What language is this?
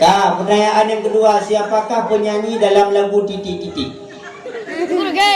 Achinese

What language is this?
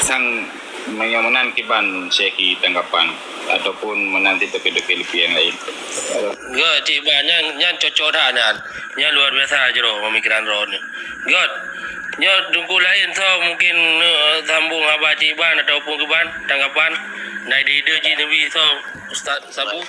Achinese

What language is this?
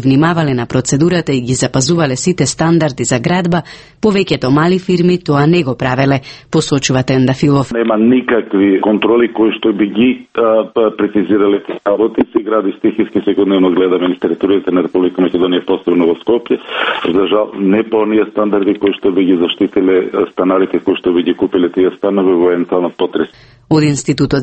Macedonian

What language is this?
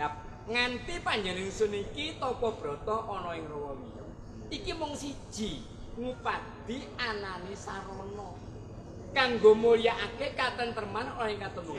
Javanese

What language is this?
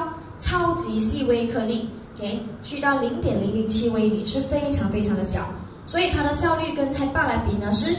Chinese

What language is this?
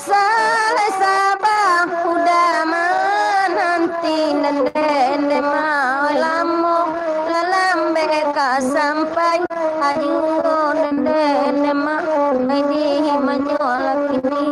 Minangkabau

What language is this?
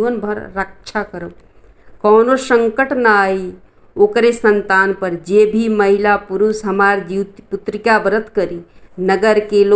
Bhojpuri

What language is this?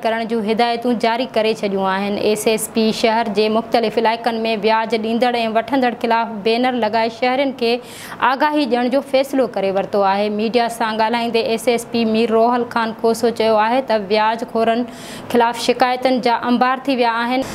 Sindhi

